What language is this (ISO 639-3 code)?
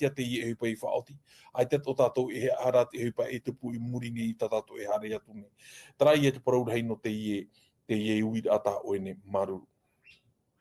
tah